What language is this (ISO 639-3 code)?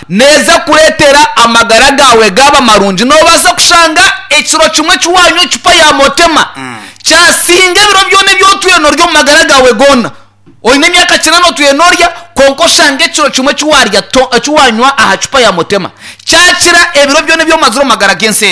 nyn